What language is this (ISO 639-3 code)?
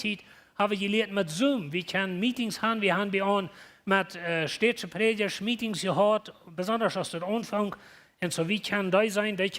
pdt